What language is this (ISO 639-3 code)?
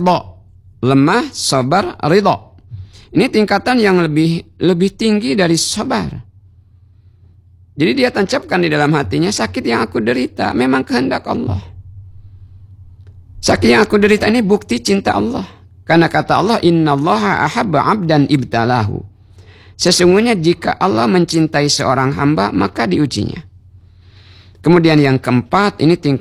ind